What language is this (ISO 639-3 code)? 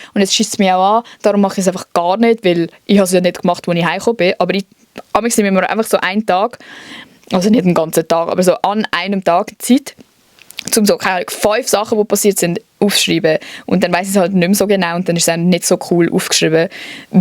gsw